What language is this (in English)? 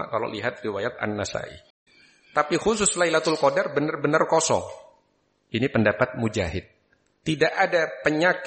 Indonesian